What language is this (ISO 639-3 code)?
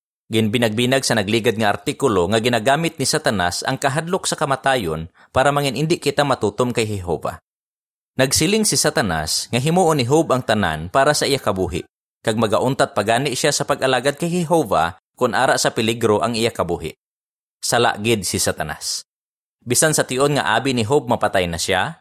hil